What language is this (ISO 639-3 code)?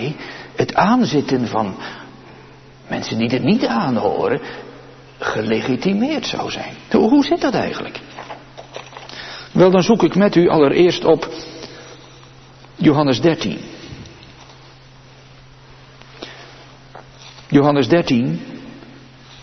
nld